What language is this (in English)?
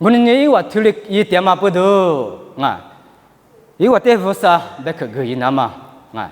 Lisu